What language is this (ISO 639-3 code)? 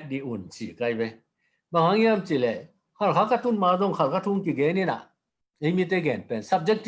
ctd